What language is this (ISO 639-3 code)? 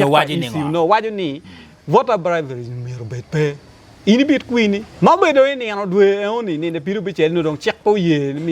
ach